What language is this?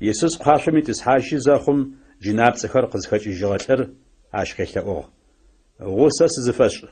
Adyghe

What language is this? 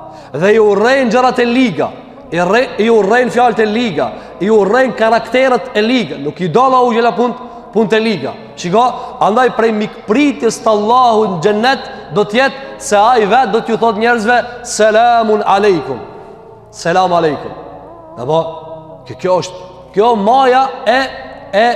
Albanian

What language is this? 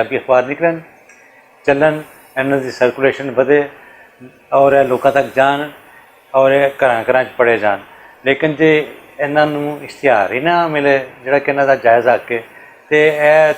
Western Panjabi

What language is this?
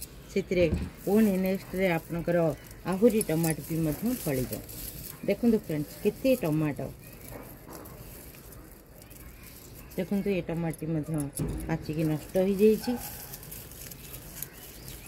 Odia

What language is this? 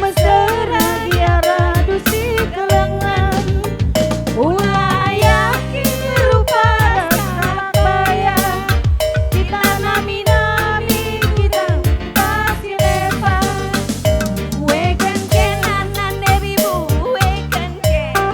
Batak Karo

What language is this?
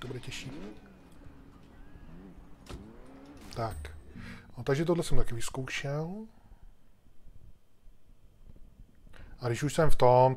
Czech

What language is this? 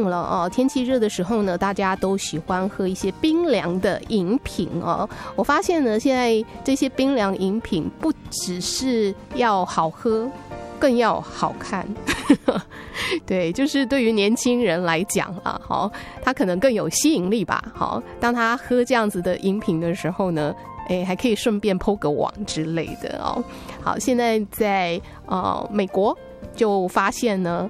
Chinese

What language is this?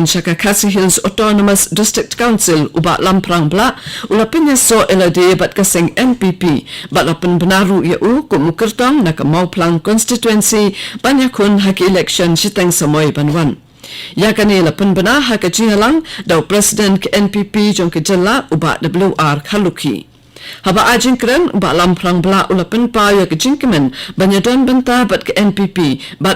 Khasi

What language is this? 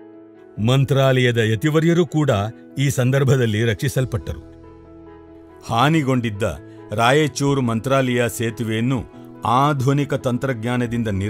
Kannada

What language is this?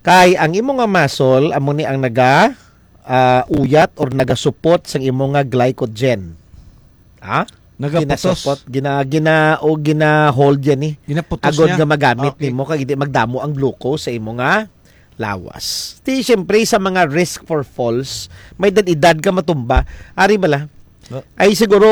Hiligaynon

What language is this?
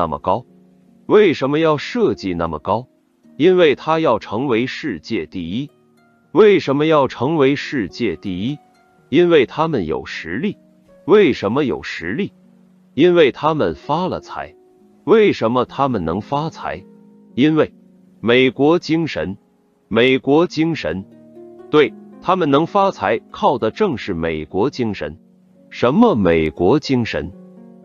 Chinese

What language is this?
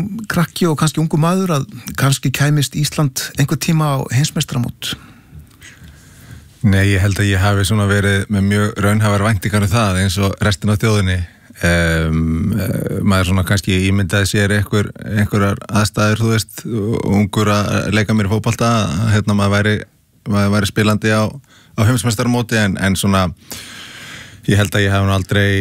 Icelandic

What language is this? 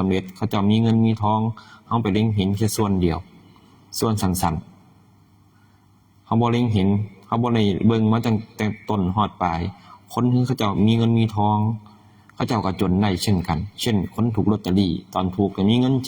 Northeastern Thai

